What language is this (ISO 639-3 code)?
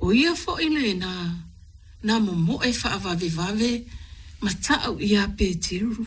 smo